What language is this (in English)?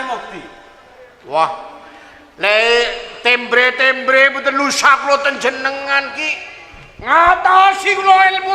Javanese